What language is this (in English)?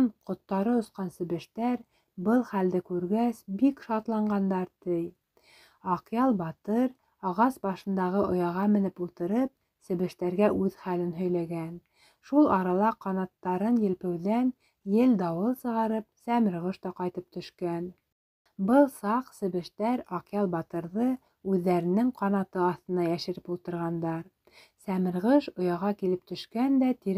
Bashkir